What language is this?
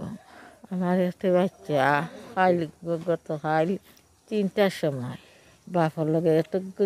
Sylheti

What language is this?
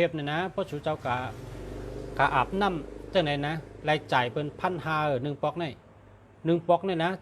Shan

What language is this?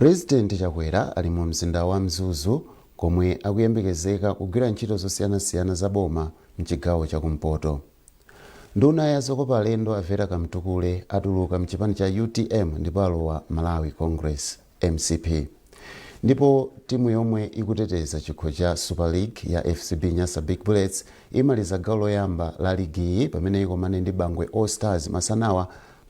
Nyanja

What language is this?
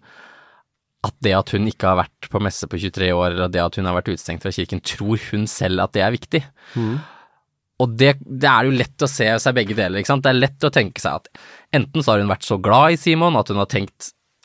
Norwegian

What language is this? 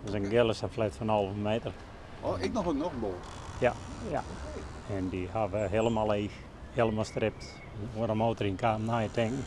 Western Frisian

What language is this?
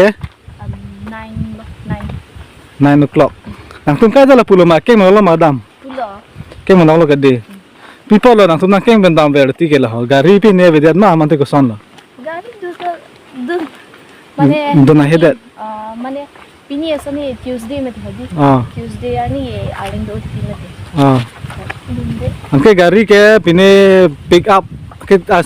Karbi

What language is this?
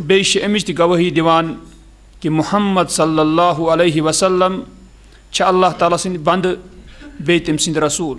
Kashmiri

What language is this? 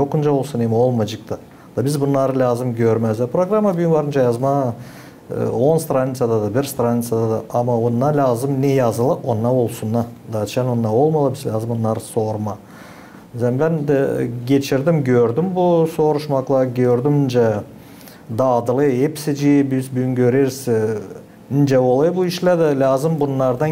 Gagauz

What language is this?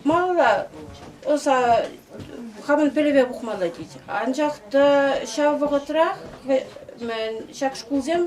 Chuvash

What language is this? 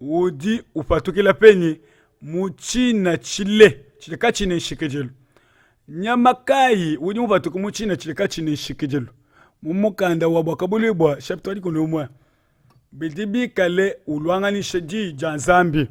Luba-Lulua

